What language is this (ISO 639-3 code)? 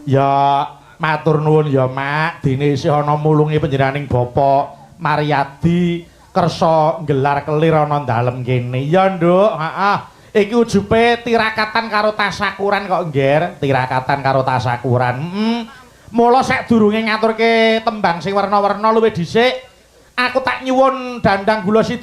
jav